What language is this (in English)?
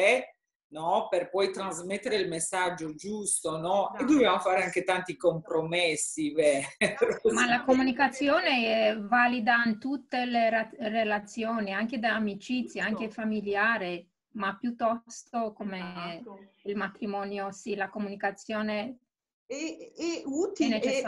Italian